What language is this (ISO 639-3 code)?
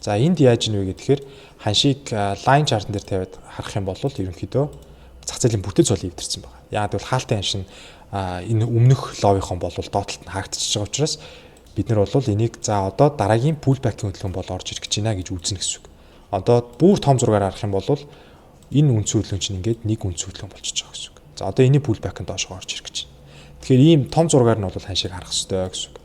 mon